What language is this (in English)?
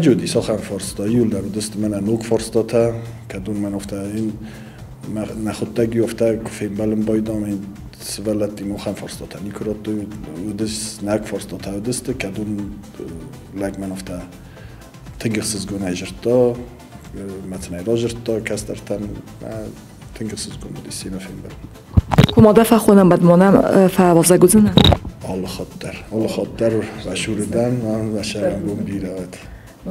Ossetic